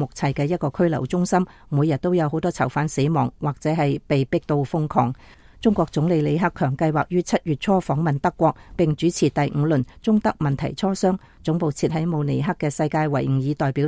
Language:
Cantonese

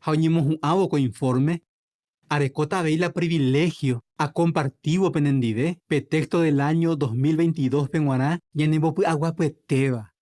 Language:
Guarani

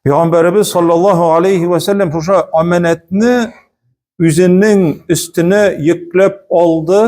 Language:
Tatar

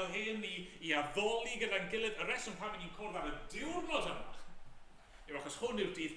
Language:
Welsh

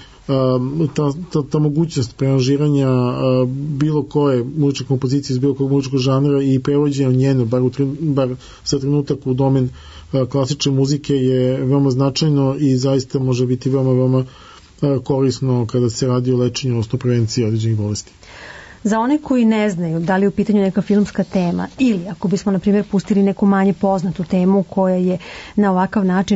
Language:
Serbian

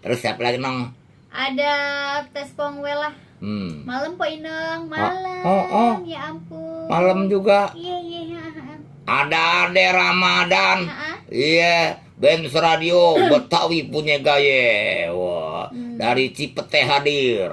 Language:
Betawi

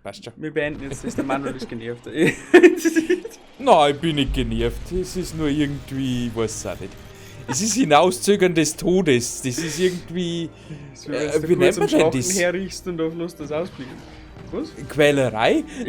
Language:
Bavarian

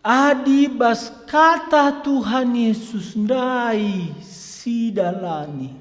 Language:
Batak Karo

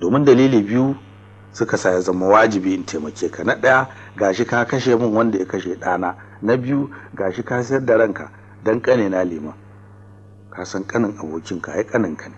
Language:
Hausa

